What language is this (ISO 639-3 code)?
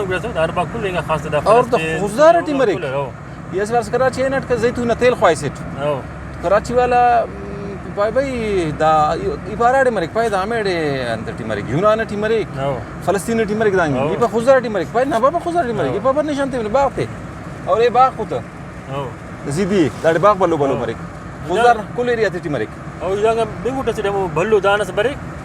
brh